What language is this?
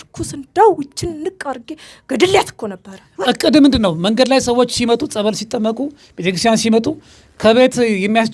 Amharic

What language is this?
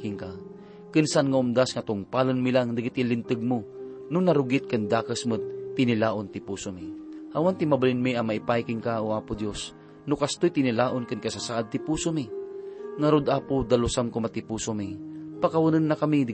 Iloko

